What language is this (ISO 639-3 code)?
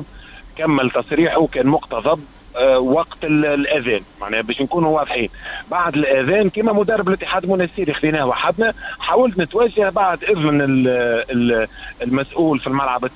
aeb